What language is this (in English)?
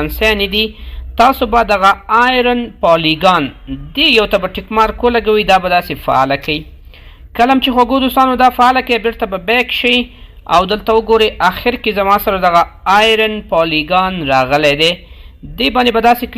Pashto